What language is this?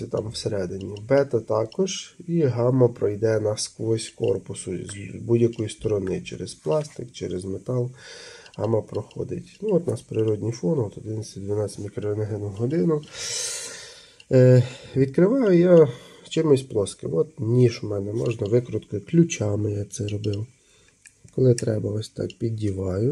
Ukrainian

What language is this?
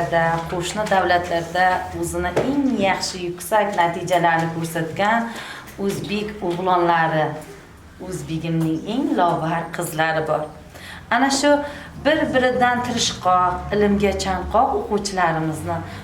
Uzbek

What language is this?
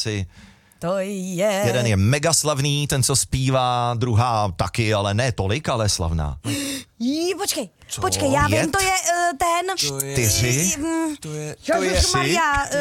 Czech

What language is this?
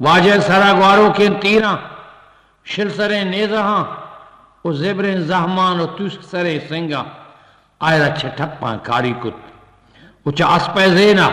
Eastern Balochi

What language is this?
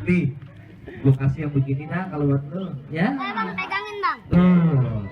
Betawi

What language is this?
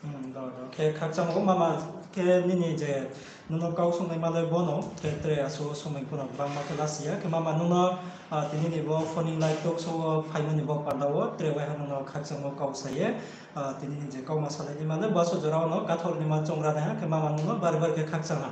Riang (India)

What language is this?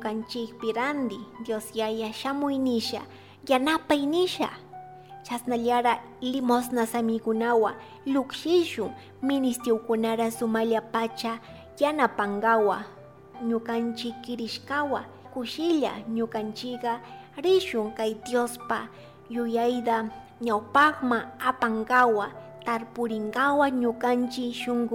Chimborazo Highland Quichua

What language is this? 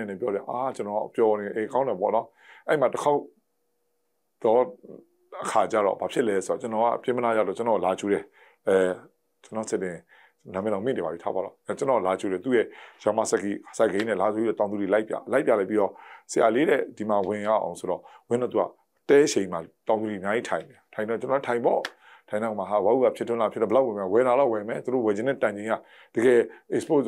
Burmese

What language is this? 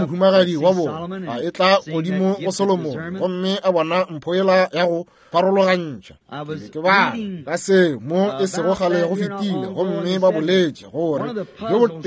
Northern Sotho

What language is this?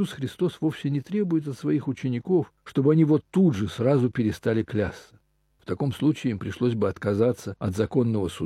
Russian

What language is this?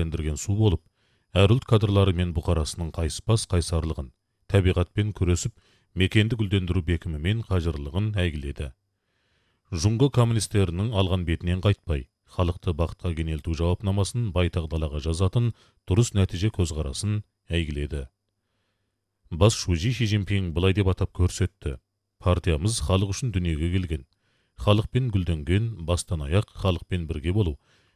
Kazakh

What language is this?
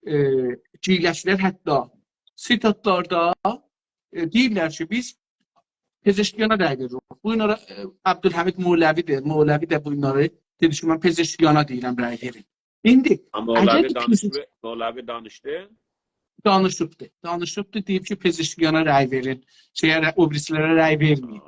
South Azerbaijani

